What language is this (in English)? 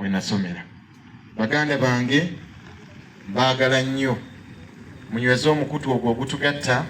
Ganda